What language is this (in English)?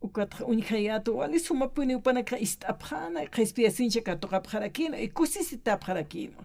Aymara